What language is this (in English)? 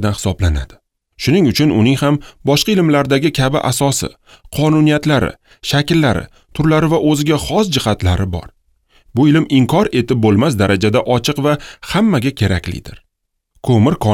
Uzbek